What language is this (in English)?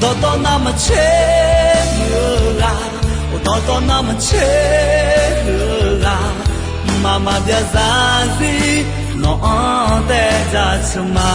Akha